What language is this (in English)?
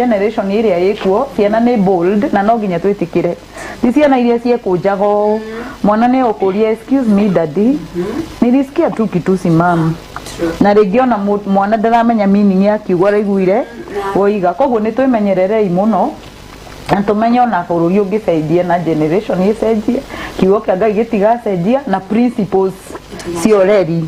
Kikuyu